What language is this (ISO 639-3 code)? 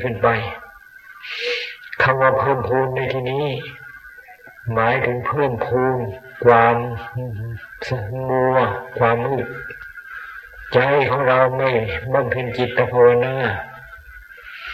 tha